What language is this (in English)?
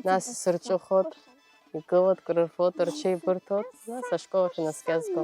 Abkhazian